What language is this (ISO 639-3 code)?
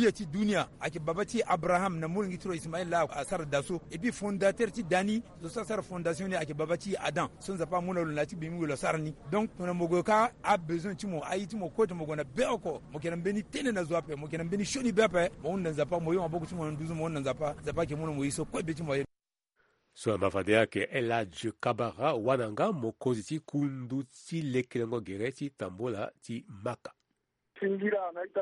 sag